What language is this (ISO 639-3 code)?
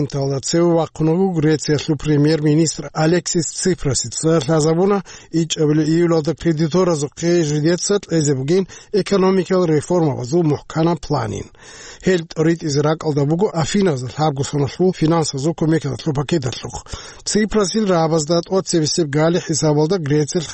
ava